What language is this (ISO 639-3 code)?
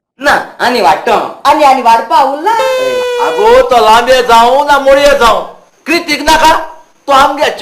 kok